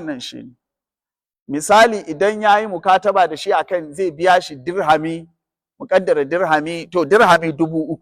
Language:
Hausa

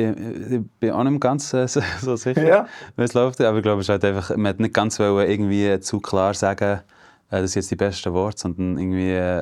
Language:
Swiss German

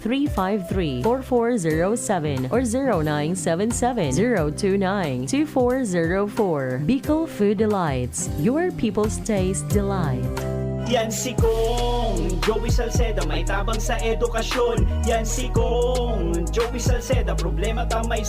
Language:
Bikol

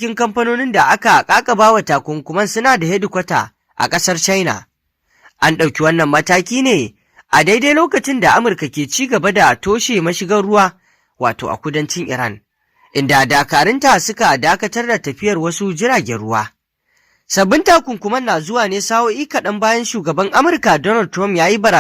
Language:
Hausa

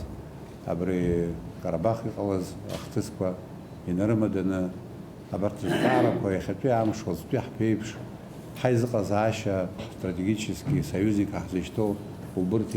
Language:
Abkhazian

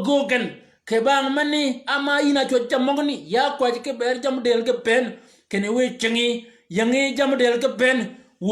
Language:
Shilluk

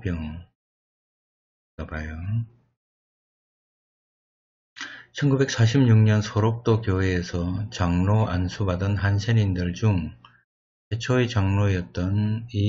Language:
Korean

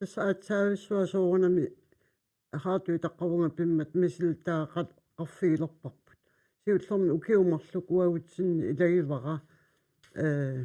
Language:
Kalaallisut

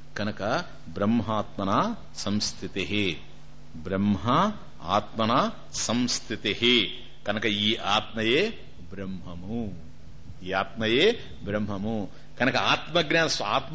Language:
Telugu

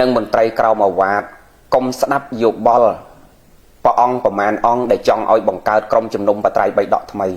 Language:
Khmer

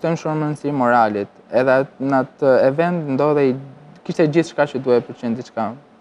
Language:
Albanian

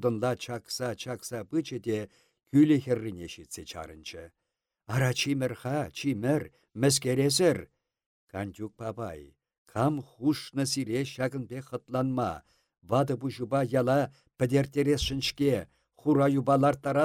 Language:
Chuvash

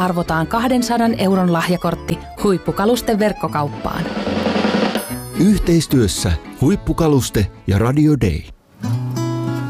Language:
Finnish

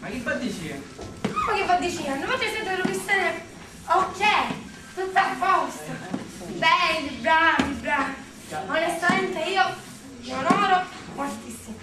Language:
Sicilian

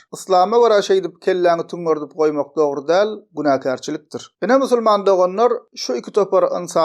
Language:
Turkmen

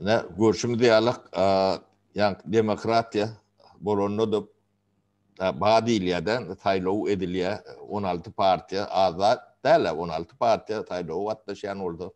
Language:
Turkmen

